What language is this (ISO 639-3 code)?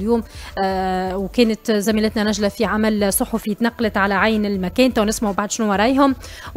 aeb